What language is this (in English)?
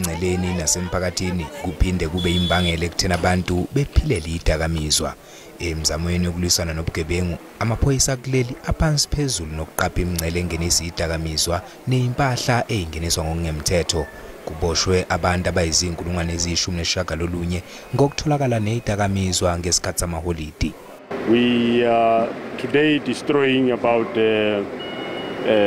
Zulu